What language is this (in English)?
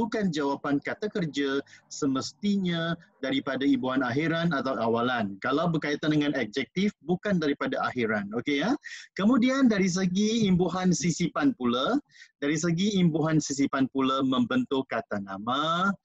Malay